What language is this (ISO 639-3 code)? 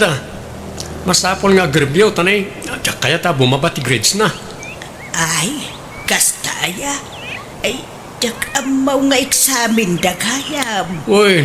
ilo